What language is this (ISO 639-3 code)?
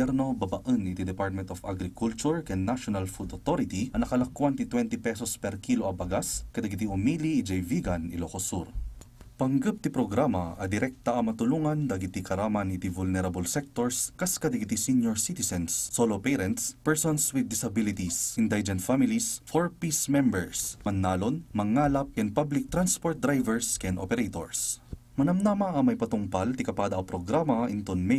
ilo